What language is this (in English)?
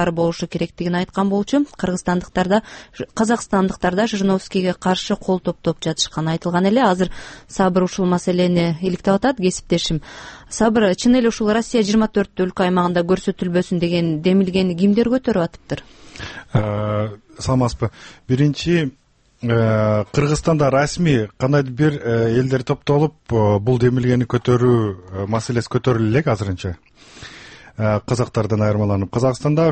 Kyrgyz